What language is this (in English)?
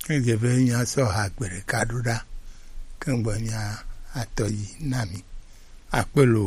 Gen